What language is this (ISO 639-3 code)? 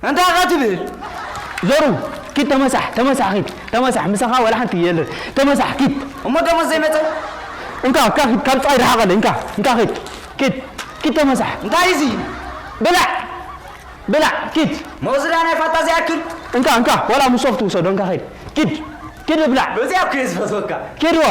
tir